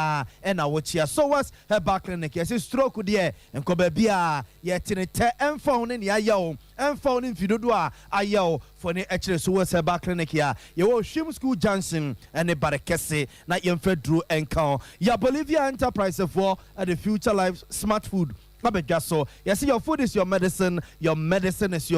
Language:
Akan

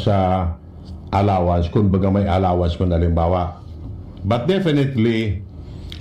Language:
Bikol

